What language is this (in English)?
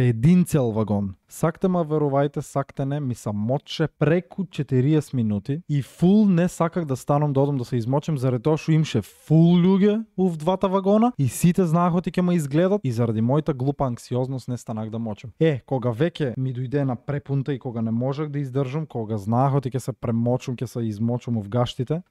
Macedonian